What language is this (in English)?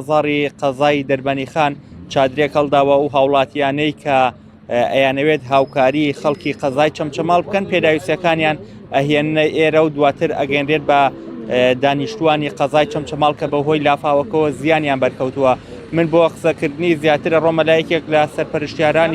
Central Kurdish